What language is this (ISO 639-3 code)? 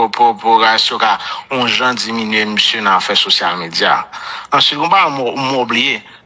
hat